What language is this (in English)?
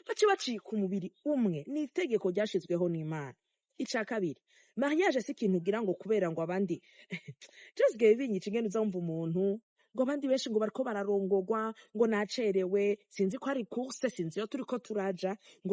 Rundi